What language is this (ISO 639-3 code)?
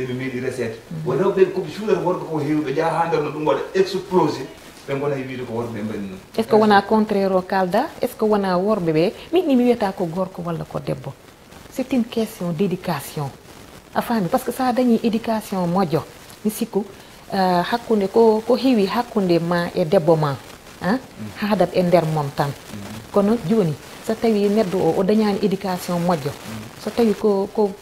ful